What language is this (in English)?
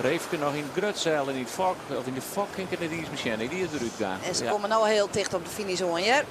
Western Frisian